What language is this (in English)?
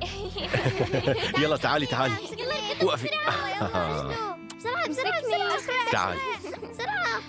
North Levantine Arabic